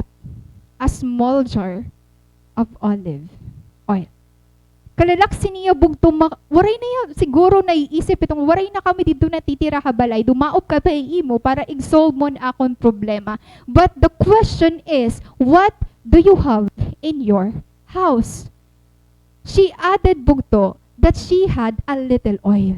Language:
Waray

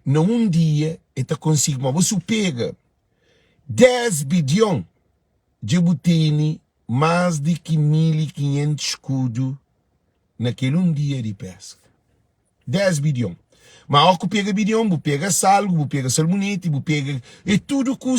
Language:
Kabuverdianu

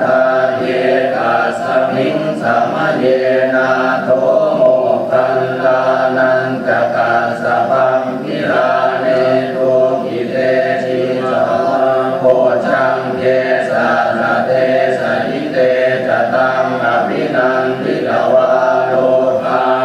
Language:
Pali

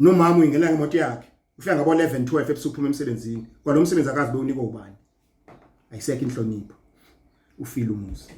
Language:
Zulu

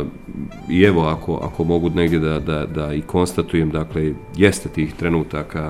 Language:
Bosnian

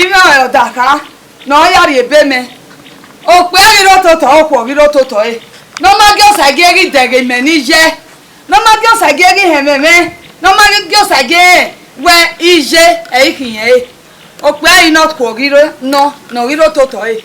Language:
Bini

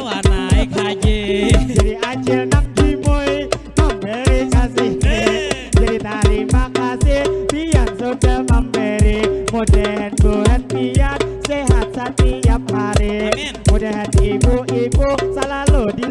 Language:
Banjar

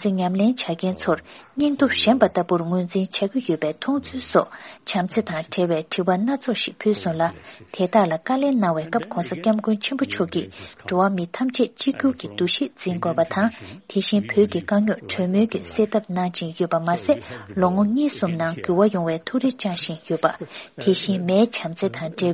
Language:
Tibetan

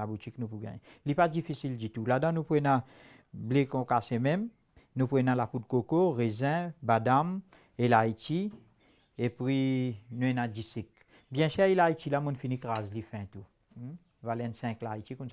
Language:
Morisyen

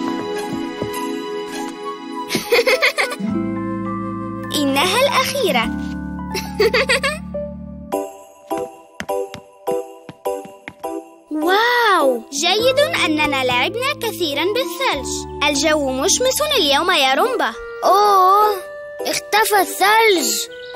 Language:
Arabic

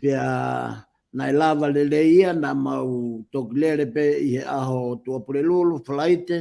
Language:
Tongan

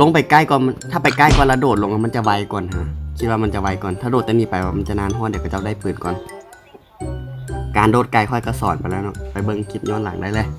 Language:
Lao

